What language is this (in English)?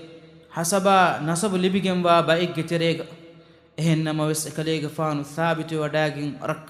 Divehi